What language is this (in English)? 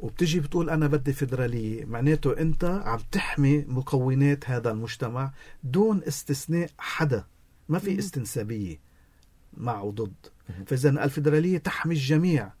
North Levantine Arabic